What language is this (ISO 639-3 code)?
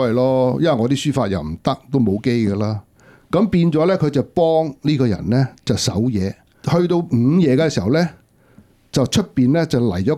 yue